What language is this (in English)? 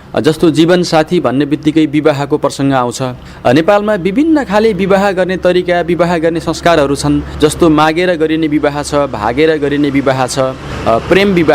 Nepali